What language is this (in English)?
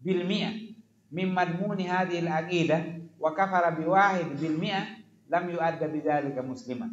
Fula